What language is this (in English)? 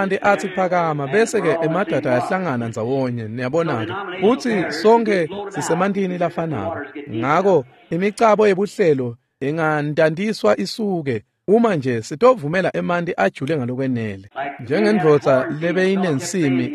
Swati